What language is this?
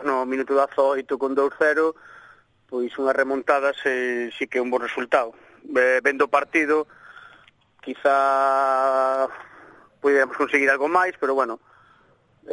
Galician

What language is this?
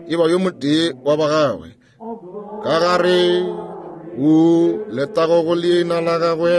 Northern Sotho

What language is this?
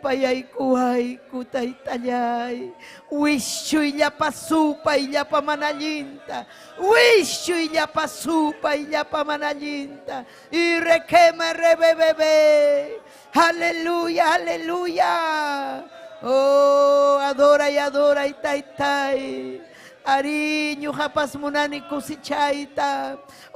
Ayacucho Quechua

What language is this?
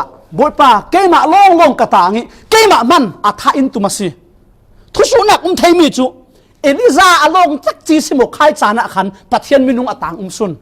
Falam Chin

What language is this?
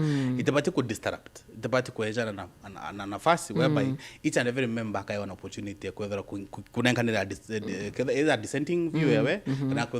Meru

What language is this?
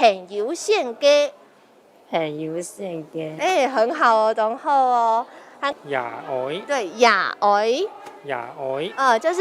Hakka Chinese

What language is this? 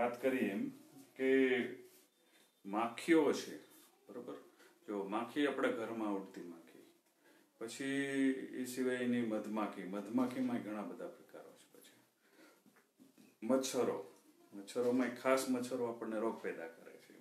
Gujarati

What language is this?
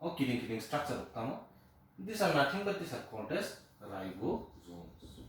Kok Borok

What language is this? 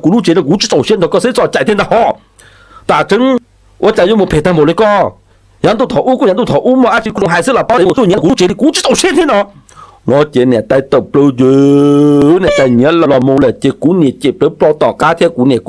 Hmong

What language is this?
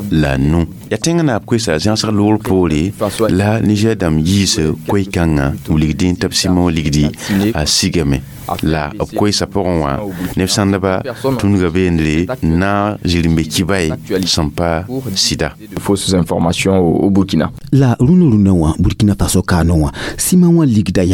Mossi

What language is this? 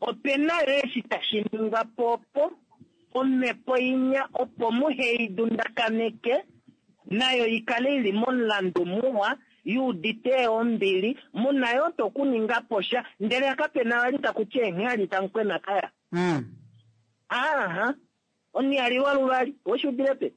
Kuanyama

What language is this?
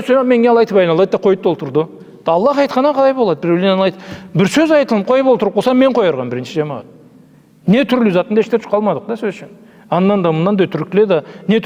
Karachay-Balkar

